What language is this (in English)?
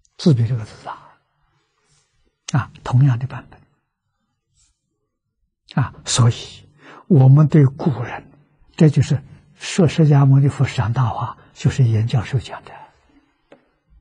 Chinese